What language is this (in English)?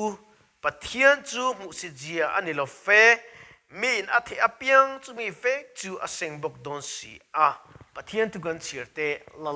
Mizo